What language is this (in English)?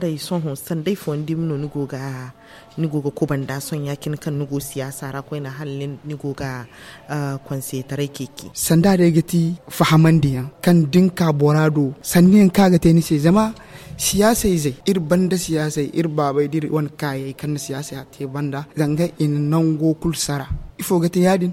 Zarma